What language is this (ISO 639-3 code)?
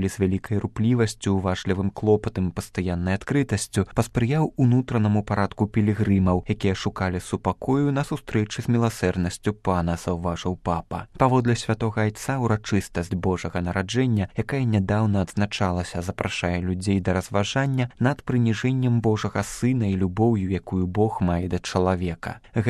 bel